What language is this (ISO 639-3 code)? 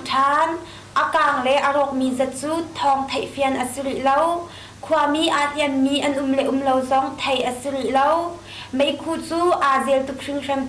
cnh